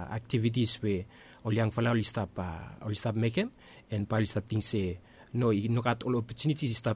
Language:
Bislama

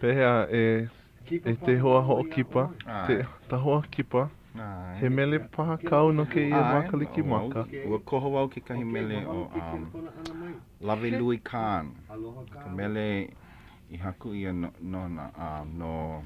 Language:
Hawaiian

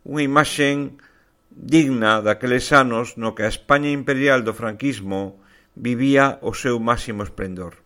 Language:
Galician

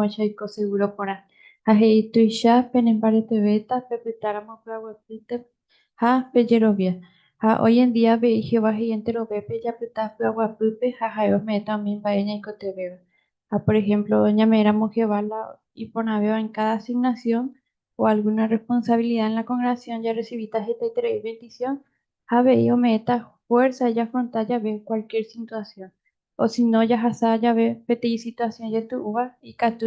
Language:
Guarani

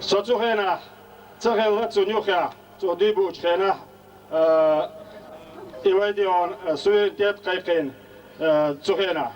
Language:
Chechen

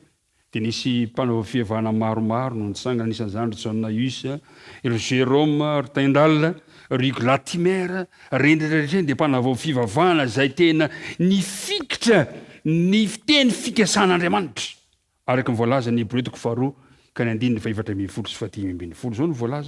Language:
Malagasy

